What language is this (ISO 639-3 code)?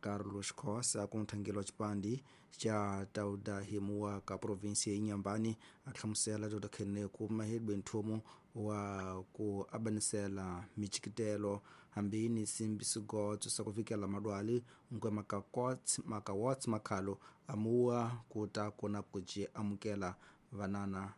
tso